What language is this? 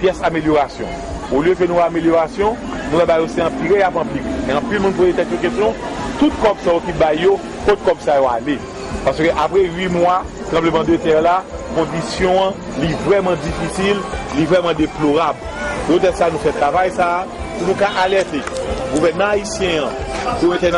Haitian Creole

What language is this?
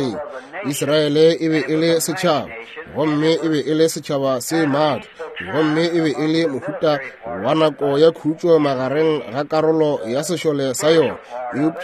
Northern Sotho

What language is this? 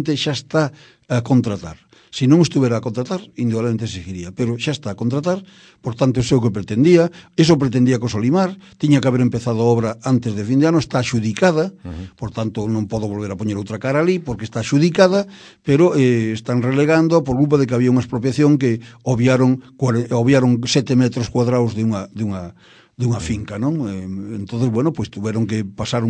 Galician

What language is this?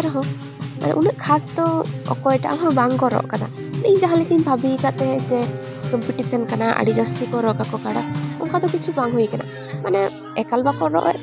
Santali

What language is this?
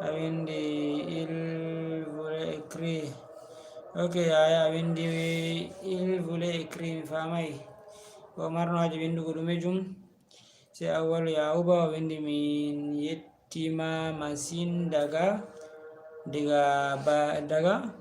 Fula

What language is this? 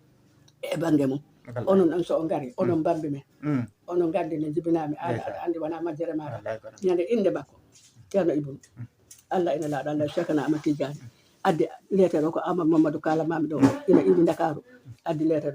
Fula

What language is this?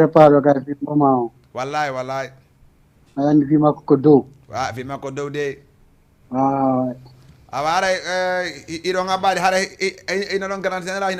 Fula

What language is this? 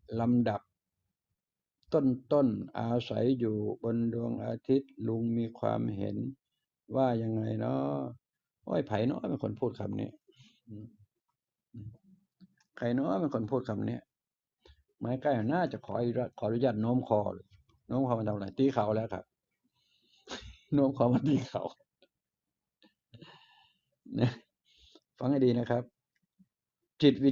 Thai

